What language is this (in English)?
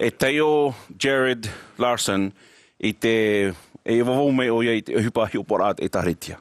Tahitian